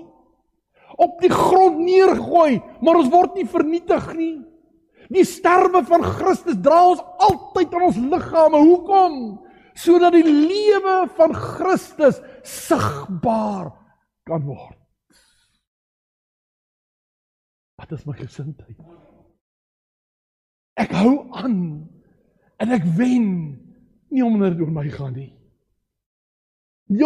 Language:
Afrikaans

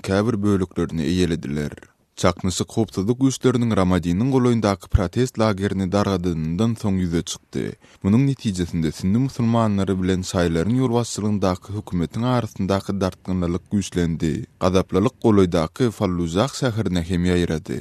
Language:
Turkmen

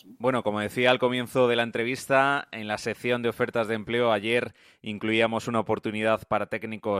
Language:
Spanish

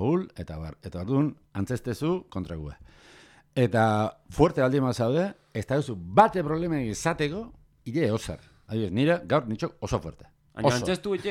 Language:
Basque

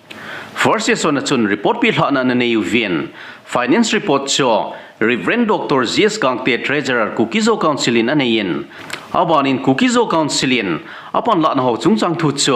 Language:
Thado Chin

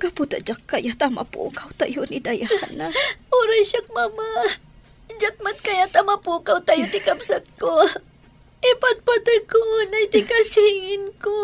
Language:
Iloko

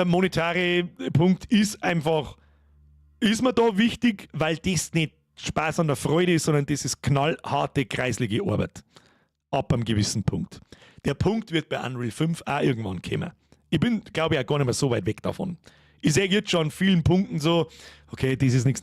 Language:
Bavarian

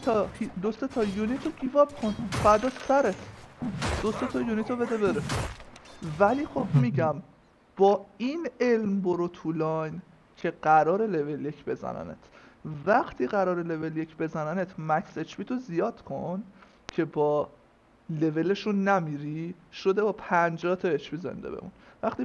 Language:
Persian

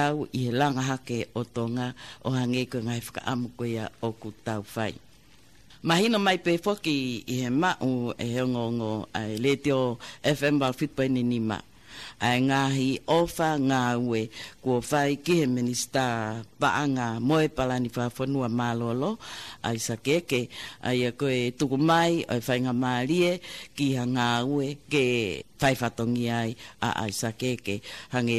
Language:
Tongan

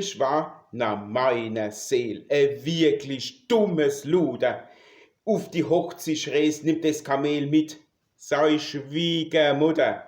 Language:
Palatine German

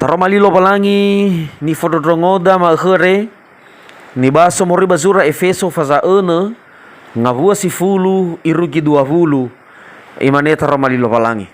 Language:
Nias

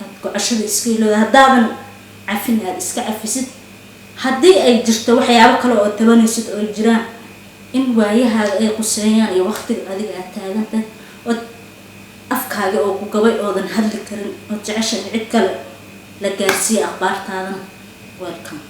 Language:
Somali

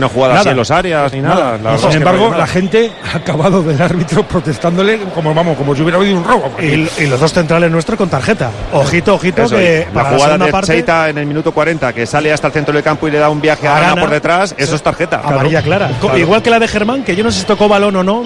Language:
Spanish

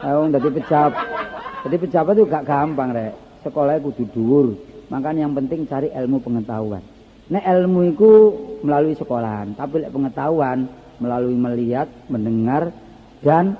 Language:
Javanese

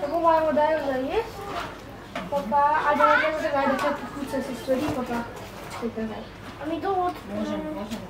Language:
Slovenian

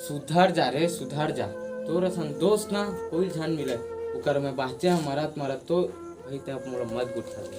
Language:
Chhattisgarhi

